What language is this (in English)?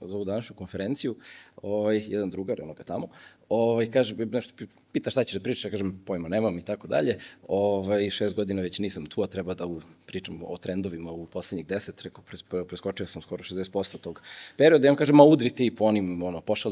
Serbian